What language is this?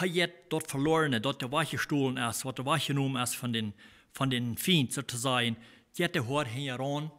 Plautdietsch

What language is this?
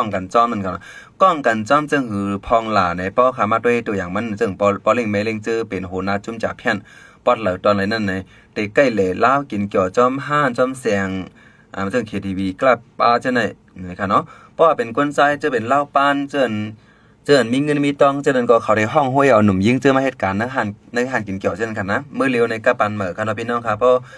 Shan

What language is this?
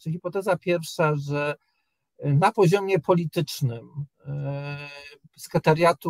Polish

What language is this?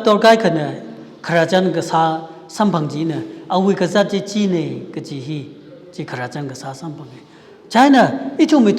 Tangkhul Naga (India)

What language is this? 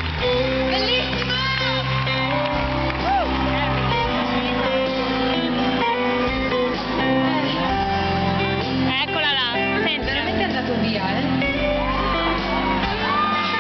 Italian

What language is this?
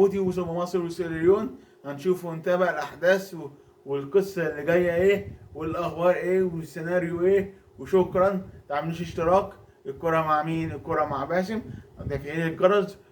Egyptian Arabic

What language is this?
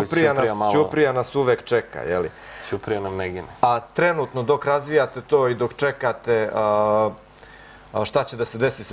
Serbian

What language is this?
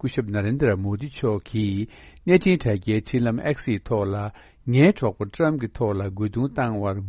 Tibetan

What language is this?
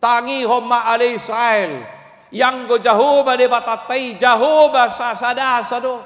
Batak Toba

